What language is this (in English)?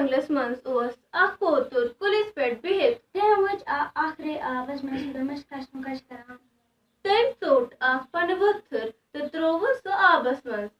Kashmiri